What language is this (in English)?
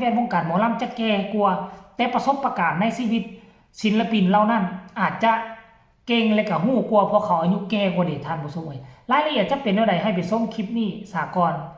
Northeastern Thai